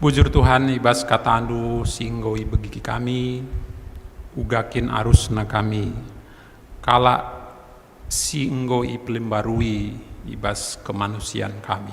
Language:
Batak Karo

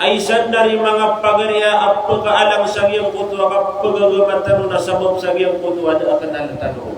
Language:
Maranao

